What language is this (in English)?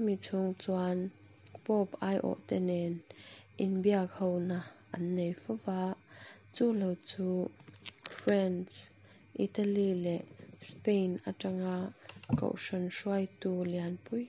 Mizo